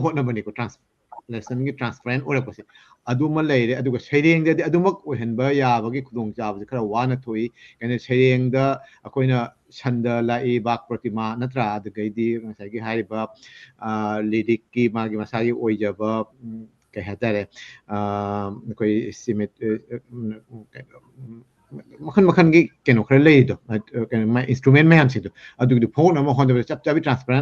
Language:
Manipuri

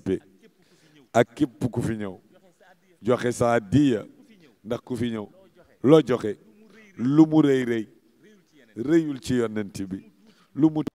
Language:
Wolof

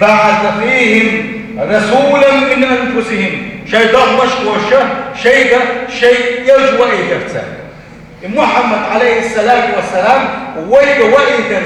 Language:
Chechen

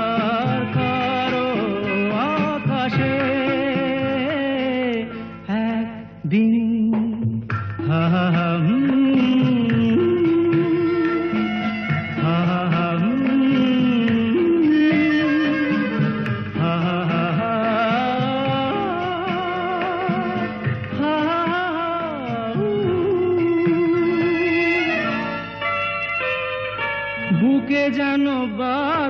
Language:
Bangla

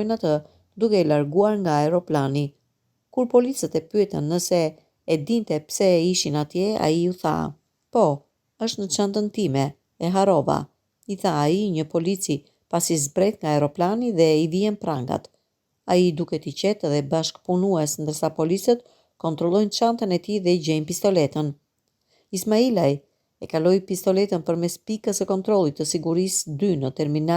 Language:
Albanian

